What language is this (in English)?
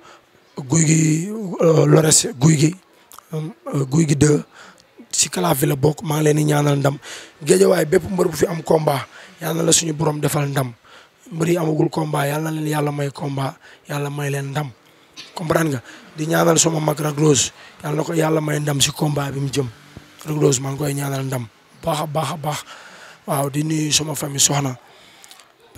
Wolof